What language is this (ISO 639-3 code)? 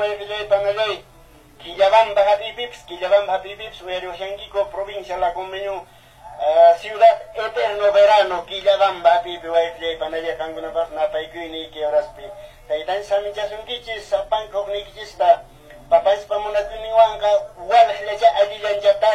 que